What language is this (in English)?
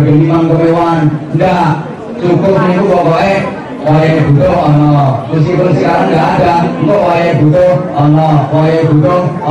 Javanese